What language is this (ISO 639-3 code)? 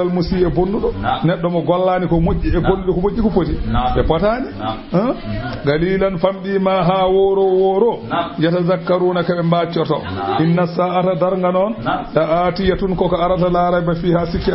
ful